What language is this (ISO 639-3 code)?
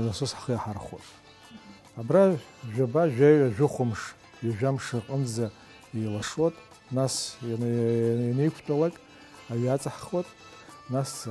abk